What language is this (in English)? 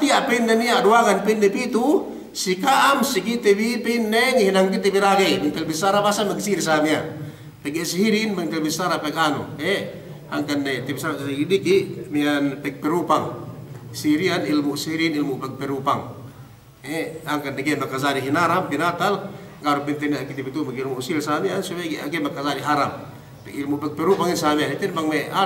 Yakan